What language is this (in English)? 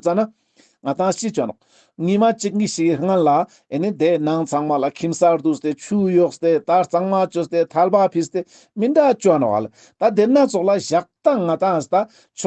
Ladakhi